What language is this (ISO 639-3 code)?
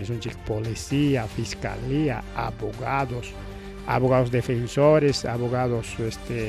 quy